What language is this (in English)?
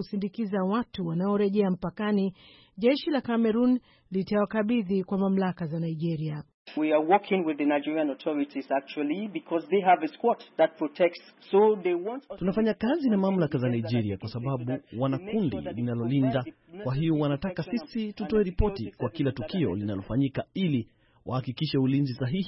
Swahili